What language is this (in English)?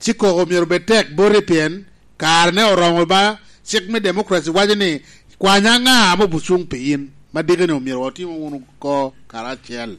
Lango (Uganda)